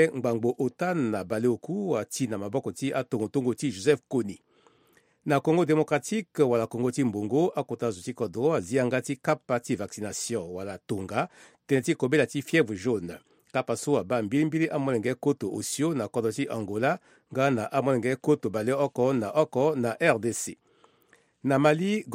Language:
Sango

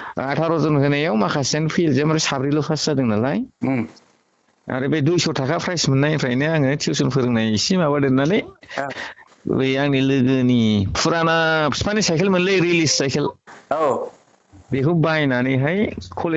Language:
Bodo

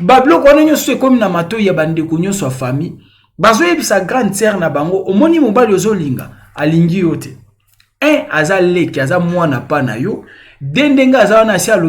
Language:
Lingala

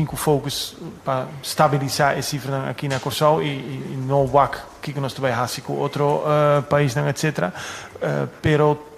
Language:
Papiamento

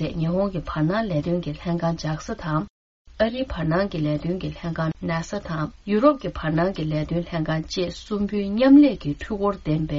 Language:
Tibetan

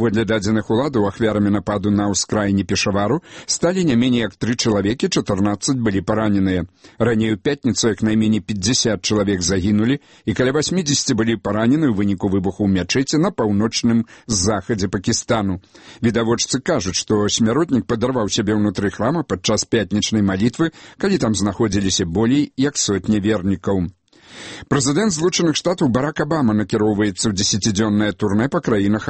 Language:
Belarusian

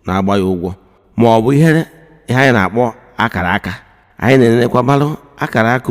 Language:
Igbo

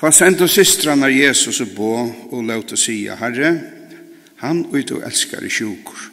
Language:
Faroese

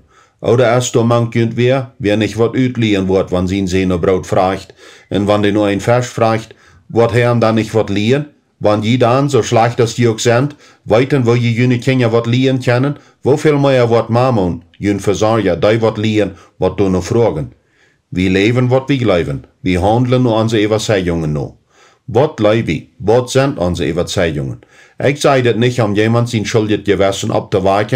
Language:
Plautdietsch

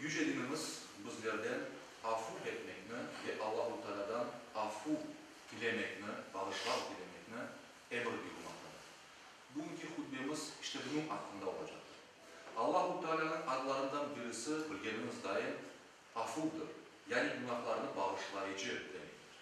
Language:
Crimean Tatar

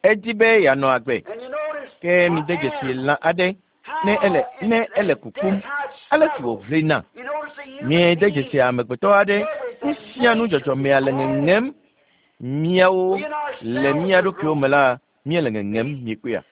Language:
Ewe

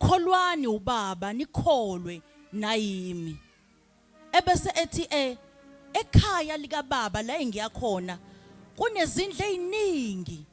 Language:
Zulu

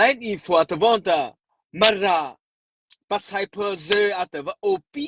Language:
Mara Chin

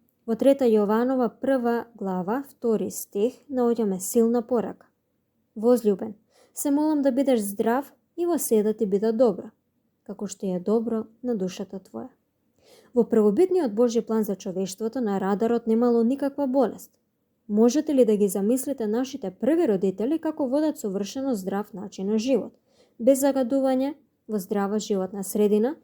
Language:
Macedonian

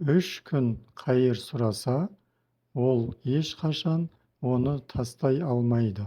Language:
Kazakh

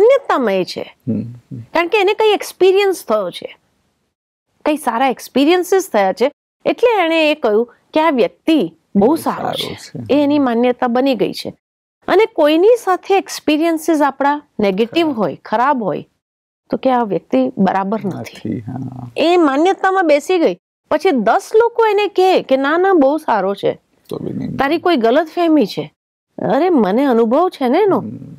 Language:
Gujarati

